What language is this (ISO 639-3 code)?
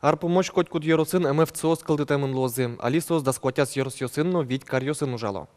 udm